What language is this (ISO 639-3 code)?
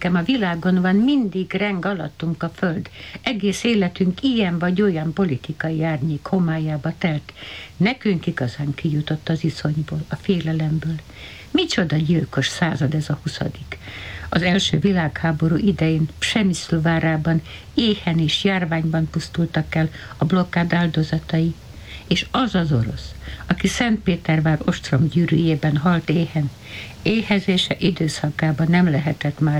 hun